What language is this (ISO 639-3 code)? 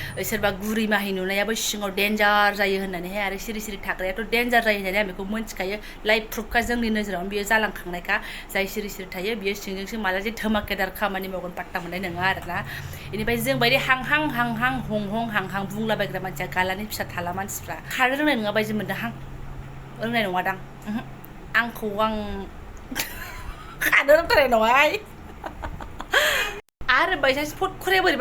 brx